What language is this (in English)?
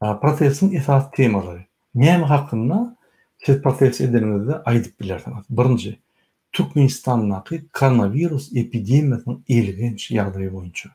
Turkmen